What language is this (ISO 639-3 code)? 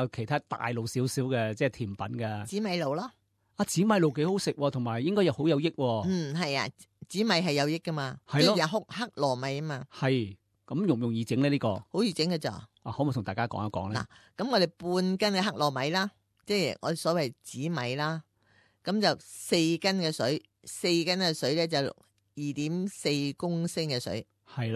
yue